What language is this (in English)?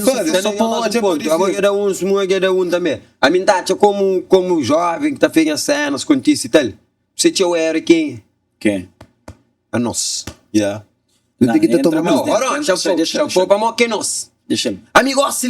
Kabuverdianu